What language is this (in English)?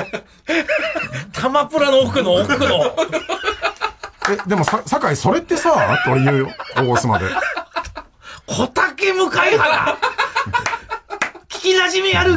Japanese